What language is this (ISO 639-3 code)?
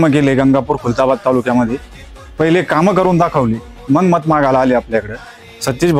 mar